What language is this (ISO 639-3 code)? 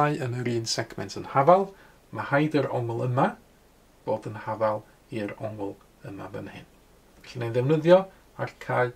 cym